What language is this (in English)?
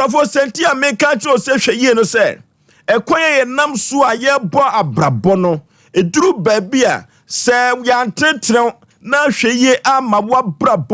Akan